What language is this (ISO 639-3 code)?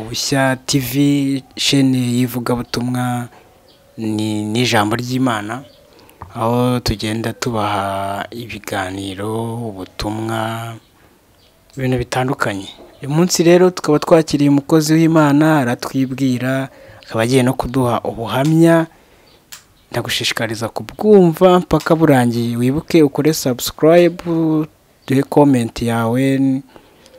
kin